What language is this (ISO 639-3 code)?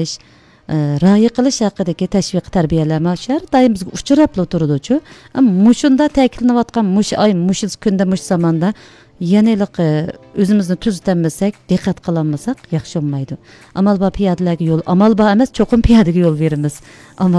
uig